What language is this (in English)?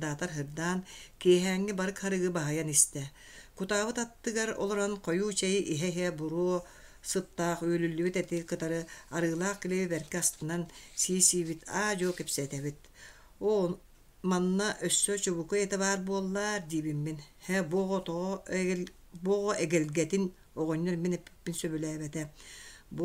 Yakut